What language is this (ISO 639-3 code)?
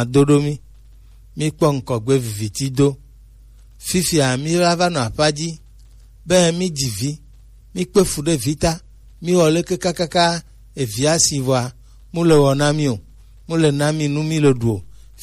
gej